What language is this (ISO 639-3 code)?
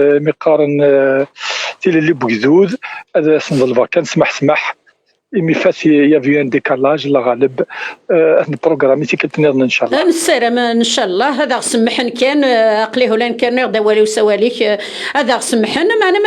kab